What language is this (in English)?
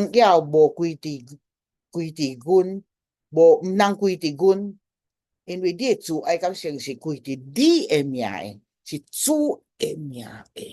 Min Nan Chinese